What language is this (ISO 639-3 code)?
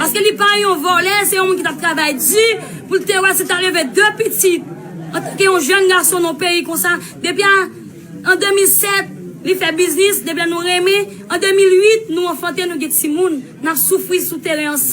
hat